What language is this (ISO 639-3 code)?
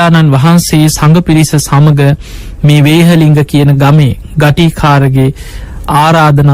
sin